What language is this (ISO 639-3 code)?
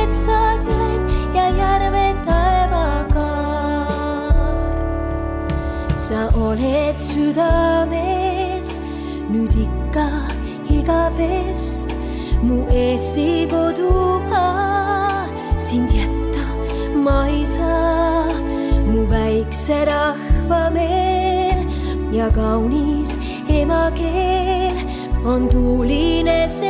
est